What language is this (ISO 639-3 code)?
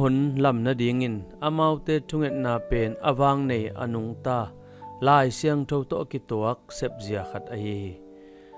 ctd